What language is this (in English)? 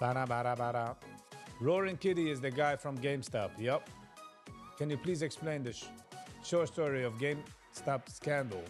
Yiddish